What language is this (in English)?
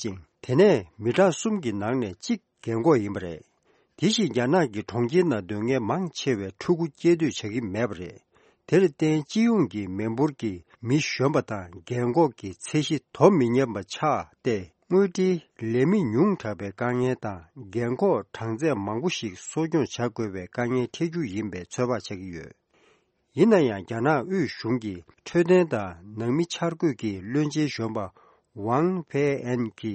Tibetan